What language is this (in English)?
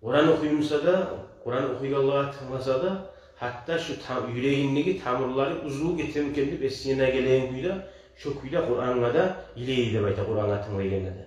Kumyk